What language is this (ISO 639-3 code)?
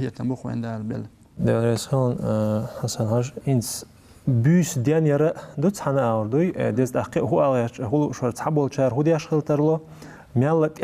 che